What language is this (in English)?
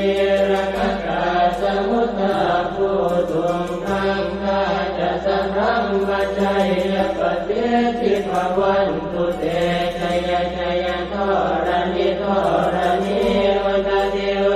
Pali